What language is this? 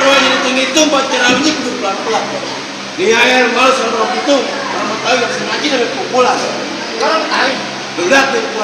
Betawi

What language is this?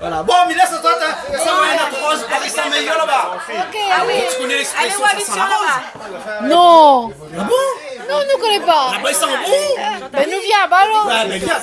Réunion Creole French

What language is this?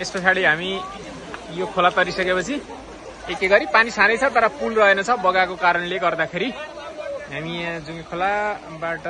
Nepali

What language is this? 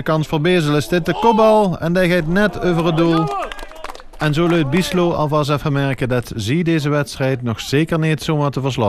Limburgish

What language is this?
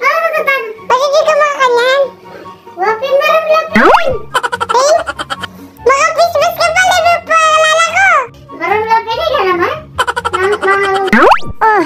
Pampanga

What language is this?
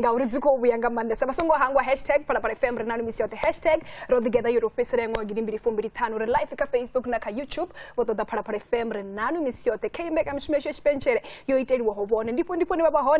Venda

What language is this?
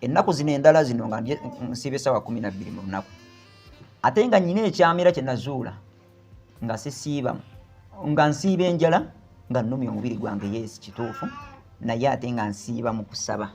Ganda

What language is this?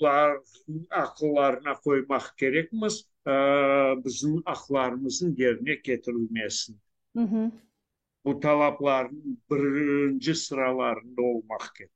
Crimean Tatar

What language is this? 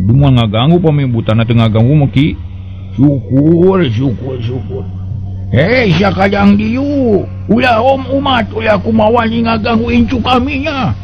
Sundanese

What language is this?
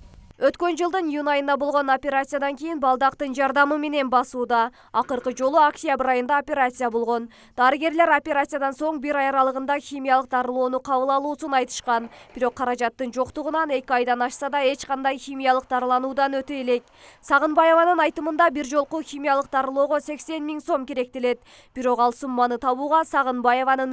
Kyrgyz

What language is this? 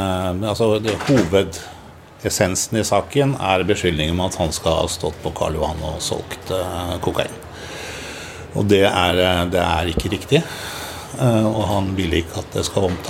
Norwegian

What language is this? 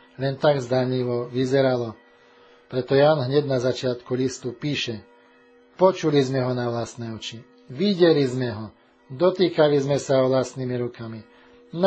Slovak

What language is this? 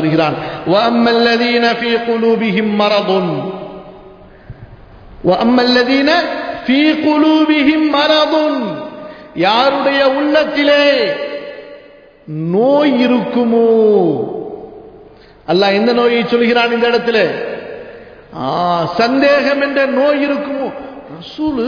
Tamil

